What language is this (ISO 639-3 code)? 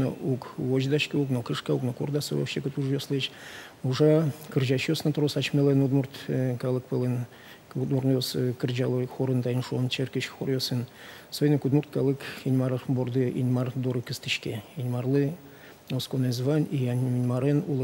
udm